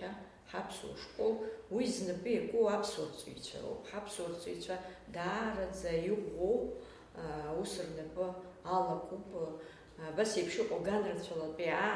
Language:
Abkhazian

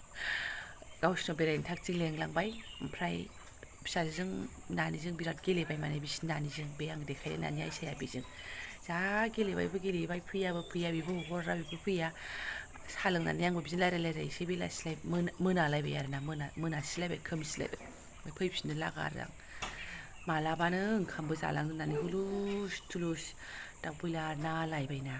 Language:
Bodo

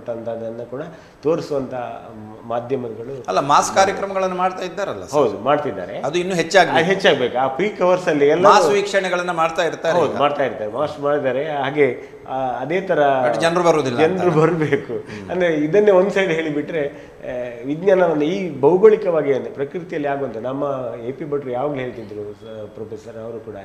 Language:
Kannada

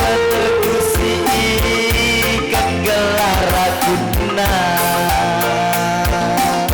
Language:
Batak Karo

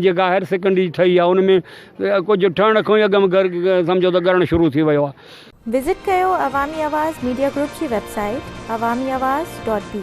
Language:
Sindhi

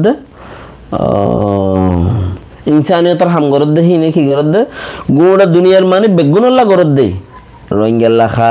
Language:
Rohingya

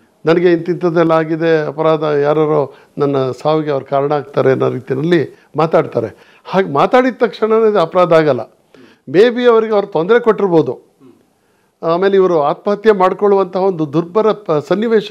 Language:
Kannada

